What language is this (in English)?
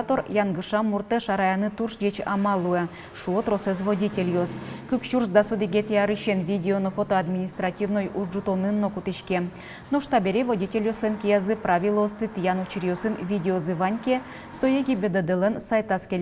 Udmurt